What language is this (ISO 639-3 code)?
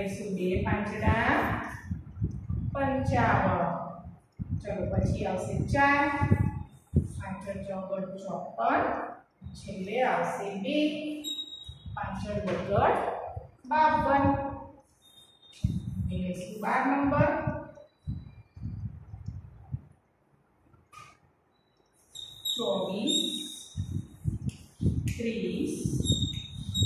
guj